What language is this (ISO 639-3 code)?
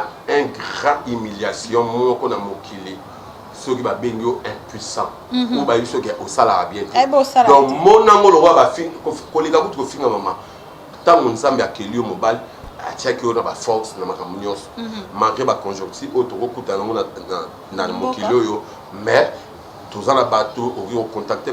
lin